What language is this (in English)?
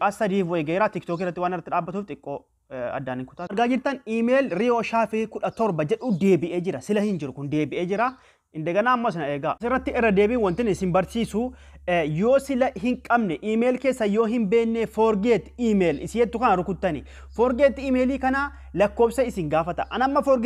Oromo